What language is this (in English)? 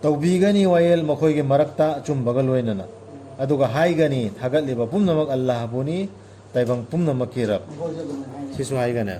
Manipuri